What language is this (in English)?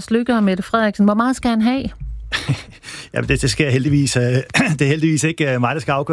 Danish